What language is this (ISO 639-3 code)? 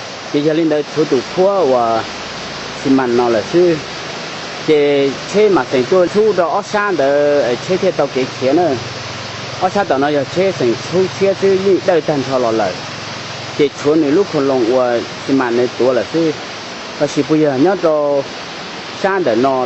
hmn